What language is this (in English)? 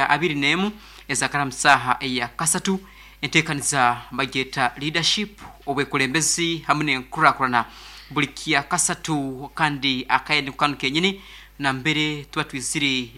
Nyankole